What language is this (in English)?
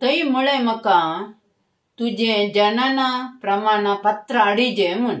Konkani